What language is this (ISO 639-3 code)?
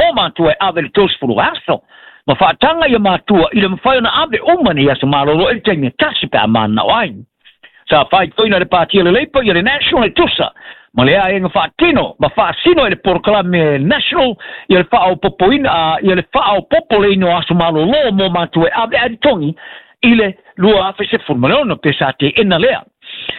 smo